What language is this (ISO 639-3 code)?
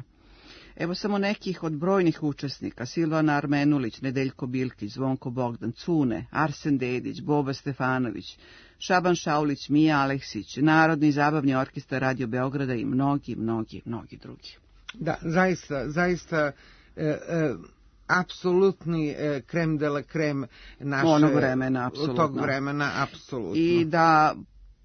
srp